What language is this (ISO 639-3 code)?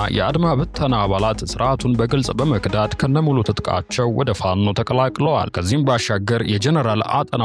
amh